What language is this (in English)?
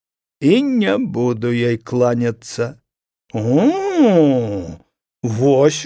Belarusian